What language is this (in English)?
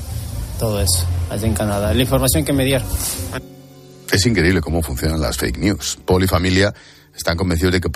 Spanish